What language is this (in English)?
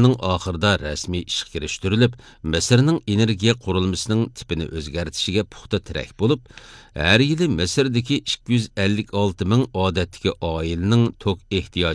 Uyghur